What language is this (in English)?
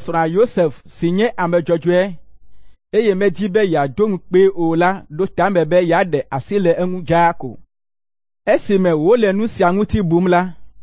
Ewe